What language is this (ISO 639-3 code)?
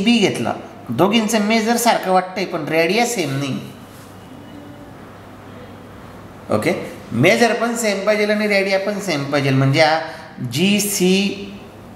mar